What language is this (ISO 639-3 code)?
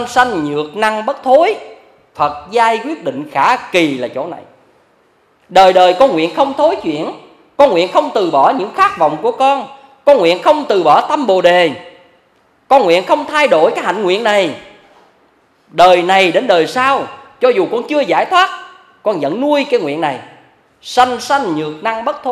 vie